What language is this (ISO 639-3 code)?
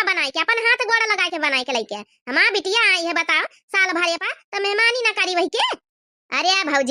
awa